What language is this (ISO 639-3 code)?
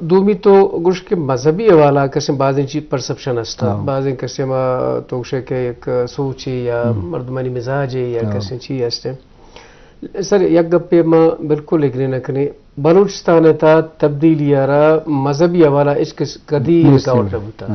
bgp